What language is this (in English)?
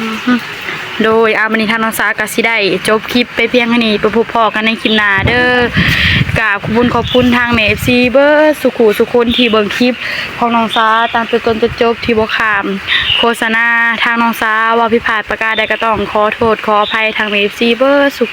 Northeastern Thai